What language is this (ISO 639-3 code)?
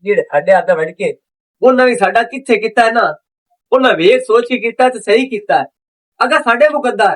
lah